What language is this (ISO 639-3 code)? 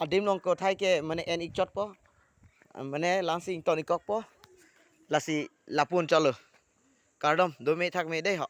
mjw